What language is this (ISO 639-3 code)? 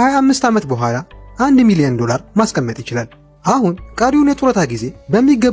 amh